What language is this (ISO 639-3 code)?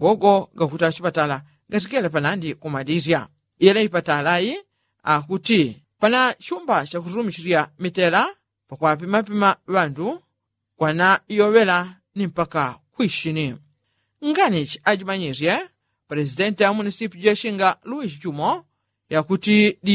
yao